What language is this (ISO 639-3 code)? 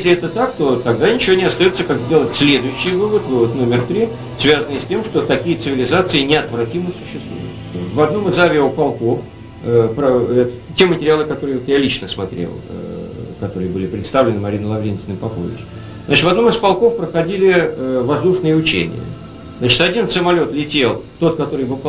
rus